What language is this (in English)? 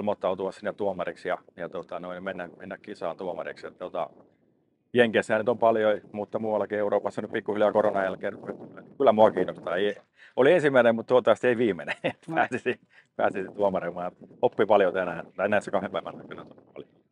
Finnish